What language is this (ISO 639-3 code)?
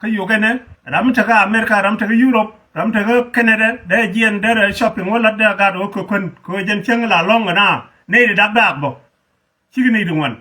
nus